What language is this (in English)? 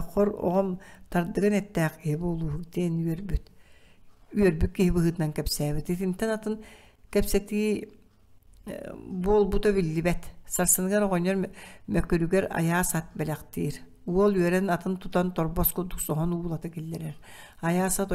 Yakut